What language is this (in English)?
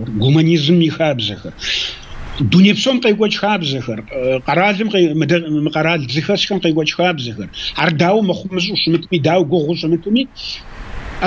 Kabardian